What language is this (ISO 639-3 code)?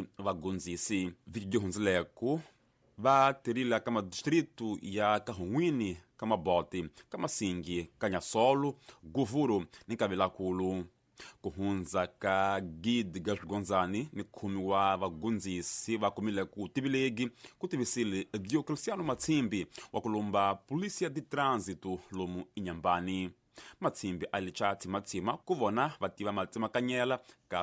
tso